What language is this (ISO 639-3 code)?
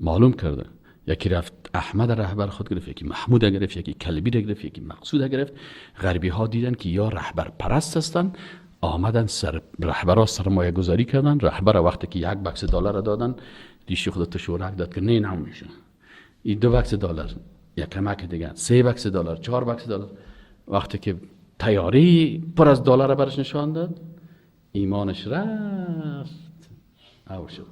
fas